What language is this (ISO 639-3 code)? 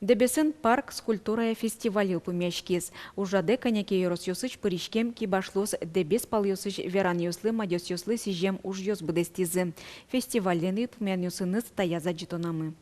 udm